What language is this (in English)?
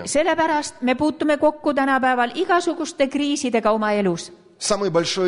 Estonian